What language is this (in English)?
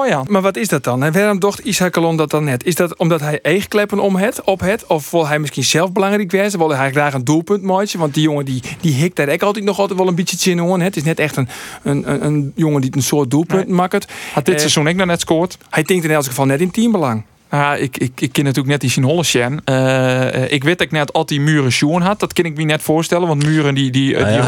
Western Frisian